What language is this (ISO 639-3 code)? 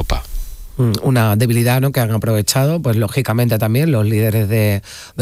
spa